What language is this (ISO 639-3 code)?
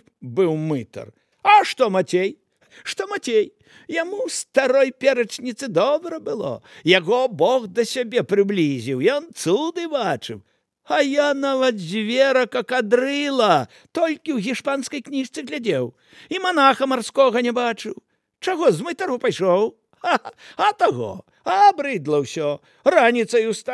bel